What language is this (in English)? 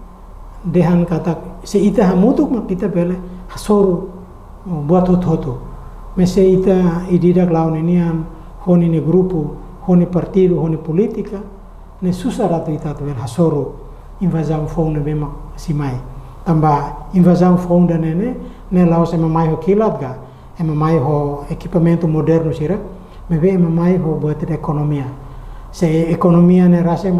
Tetum